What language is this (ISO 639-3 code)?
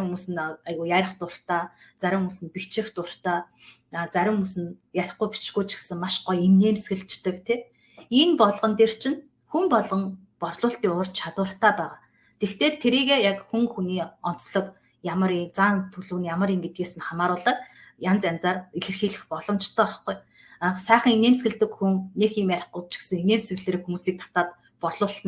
mon